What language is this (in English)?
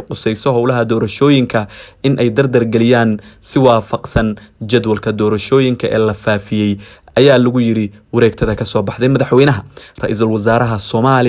Somali